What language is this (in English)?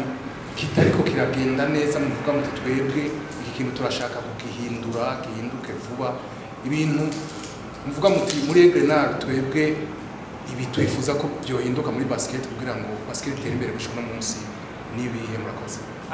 Rundi